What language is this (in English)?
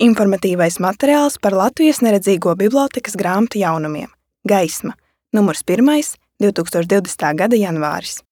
Latvian